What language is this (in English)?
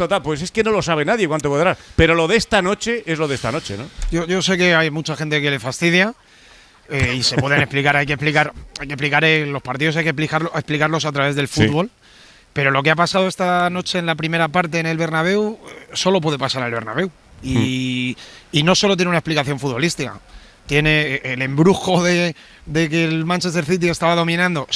Spanish